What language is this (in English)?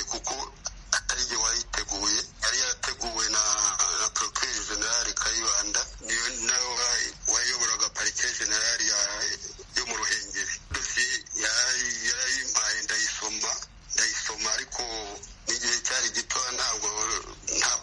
Kinyarwanda